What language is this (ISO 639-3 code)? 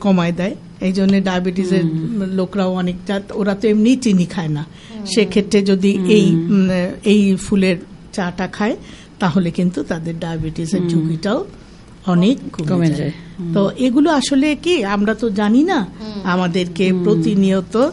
ben